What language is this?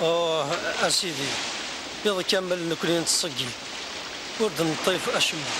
Kabyle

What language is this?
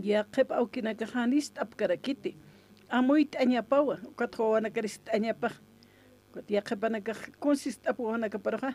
Aymara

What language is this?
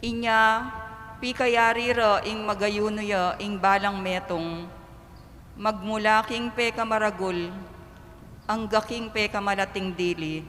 Pampanga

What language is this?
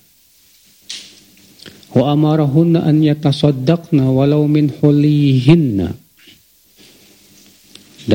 Indonesian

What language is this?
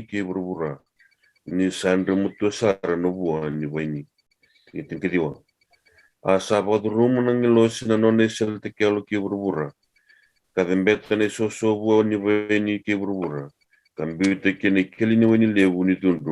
Fijian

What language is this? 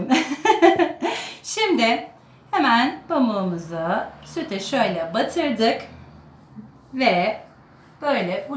Turkish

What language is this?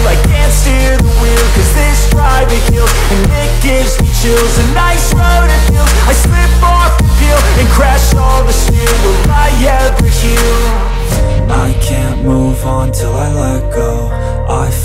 English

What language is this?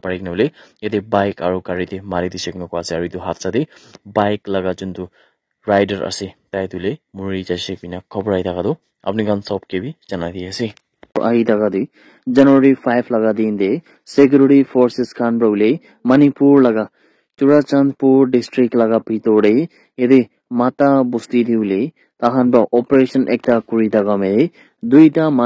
Naga Pidgin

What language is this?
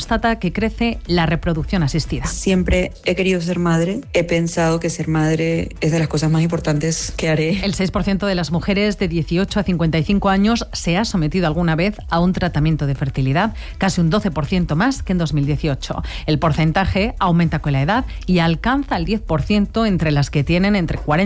Spanish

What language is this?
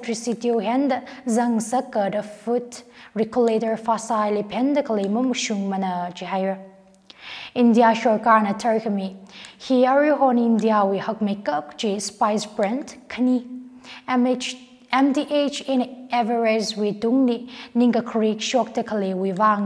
Tangkhul Naga (India)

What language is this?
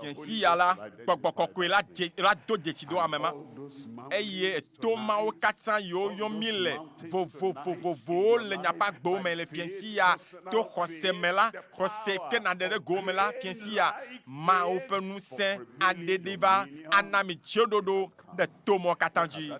Ewe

